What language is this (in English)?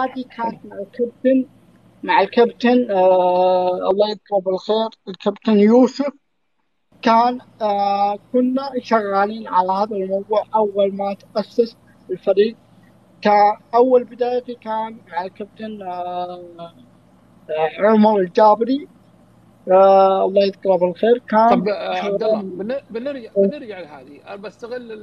Arabic